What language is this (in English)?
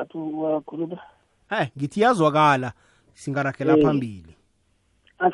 South Ndebele